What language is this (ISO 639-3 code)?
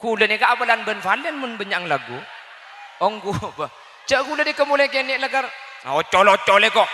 mad